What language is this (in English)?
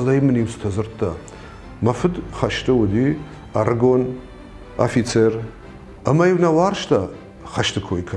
Ossetic